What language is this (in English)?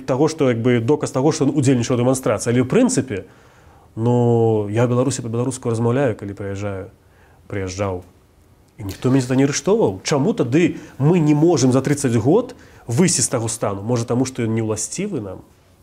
Belarusian